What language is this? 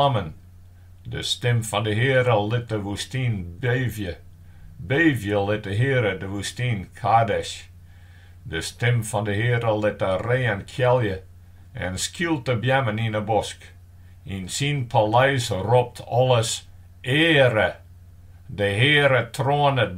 Western Frisian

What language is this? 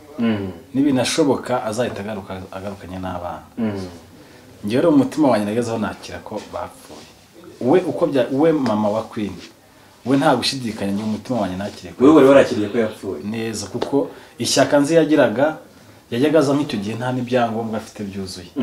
Kinyarwanda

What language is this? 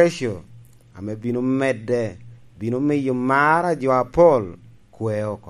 Lango (Uganda)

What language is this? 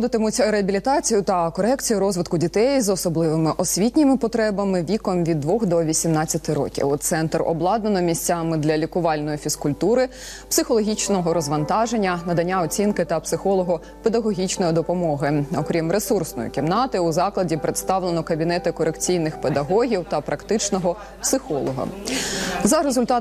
Ukrainian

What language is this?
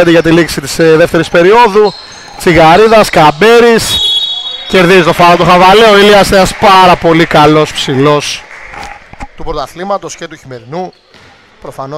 Greek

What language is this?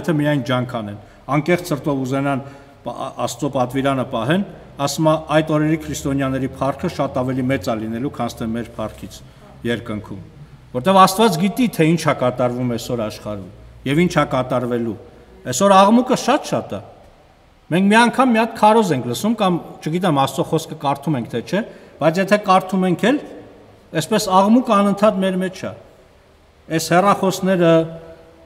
Armenian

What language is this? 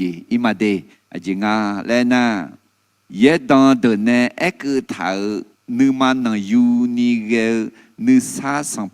Akha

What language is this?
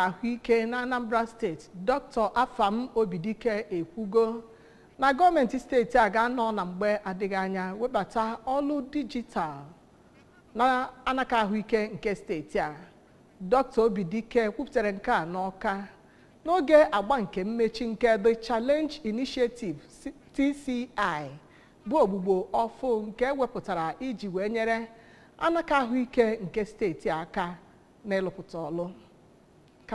Igbo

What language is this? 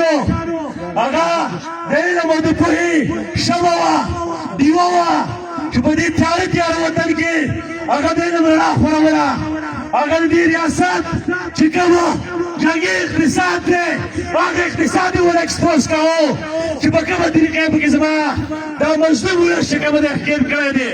Pashto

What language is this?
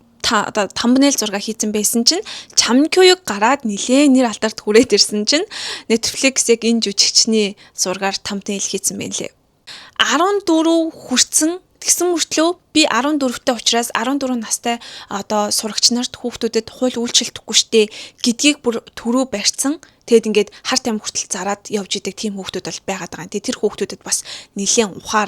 Mongolian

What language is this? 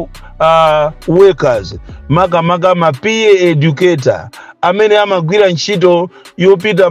Nyanja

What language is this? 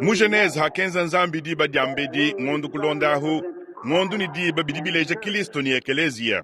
Luba-Lulua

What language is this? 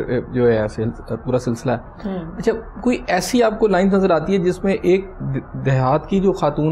Urdu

